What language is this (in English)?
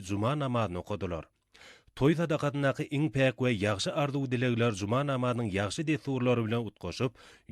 Turkmen